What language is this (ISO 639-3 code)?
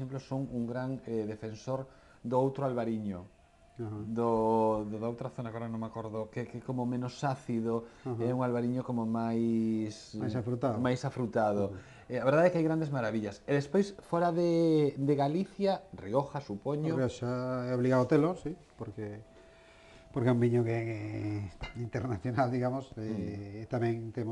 glg